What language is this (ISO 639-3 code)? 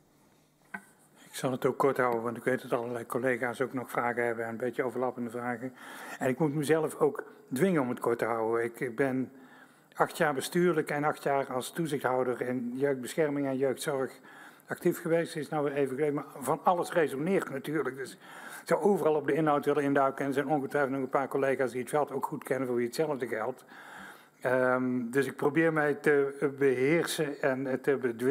nld